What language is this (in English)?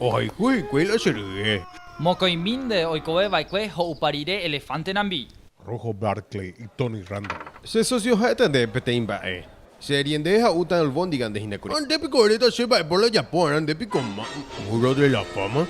Guarani